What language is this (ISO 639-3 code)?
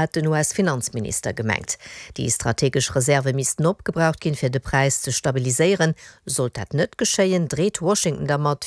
ltz